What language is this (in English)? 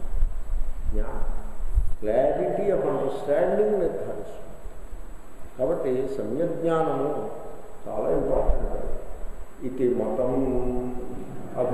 Telugu